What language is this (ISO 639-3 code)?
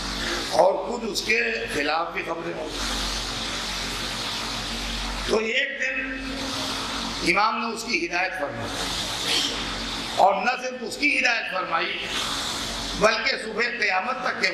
urd